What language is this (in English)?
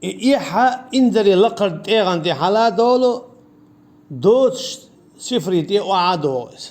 Chechen